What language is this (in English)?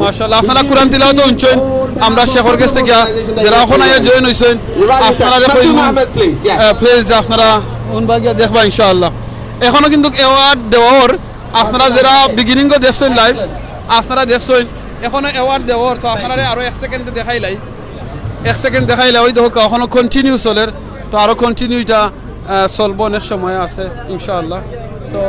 Sylheti